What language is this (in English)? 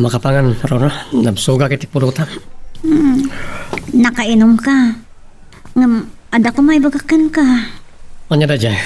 Iloko